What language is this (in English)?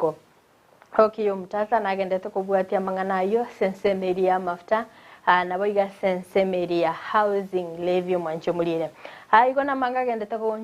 Gusii